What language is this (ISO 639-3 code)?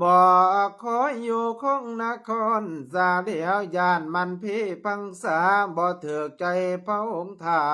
lao